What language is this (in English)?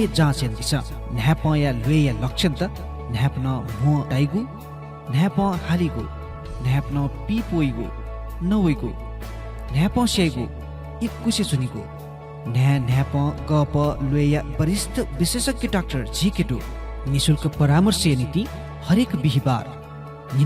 Newari